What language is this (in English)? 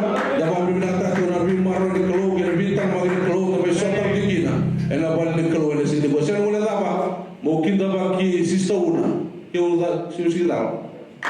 Fijian